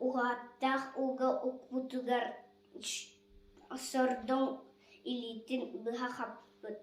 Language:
Yakut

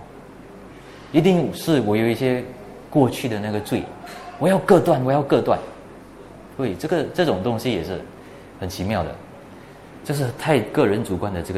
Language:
Chinese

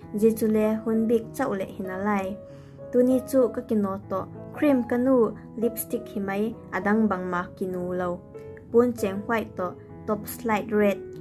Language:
Vaiphei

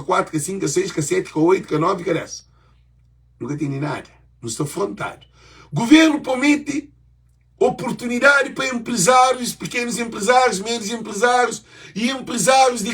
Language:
Kabuverdianu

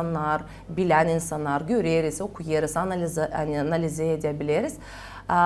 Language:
Gagauz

